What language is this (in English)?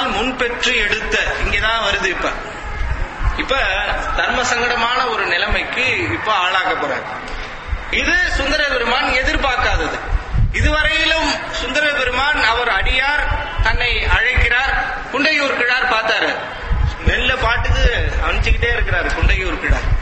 Tamil